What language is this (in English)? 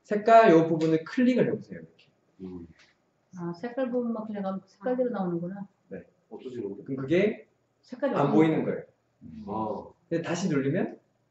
Korean